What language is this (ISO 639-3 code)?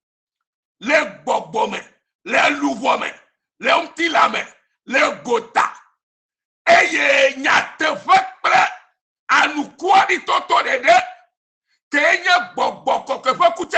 ewe